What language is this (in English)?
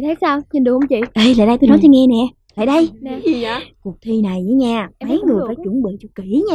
Vietnamese